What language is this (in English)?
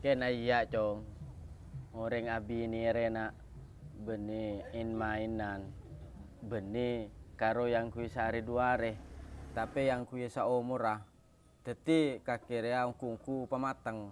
Madurese